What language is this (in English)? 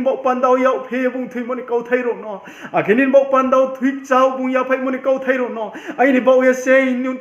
Riang (India)